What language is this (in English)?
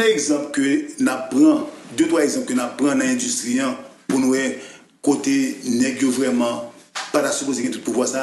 Haitian Creole